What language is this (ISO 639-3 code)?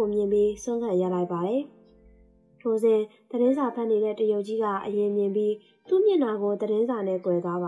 mya